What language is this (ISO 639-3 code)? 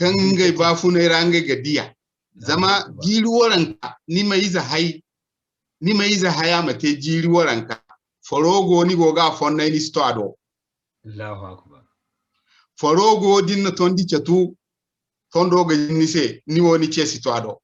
dje